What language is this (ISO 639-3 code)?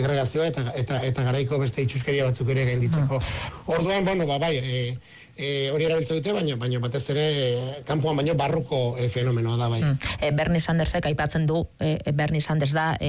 eus